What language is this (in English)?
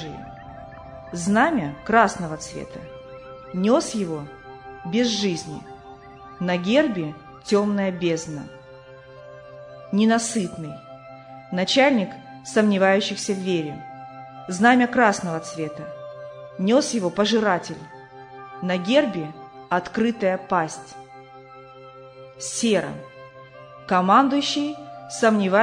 Russian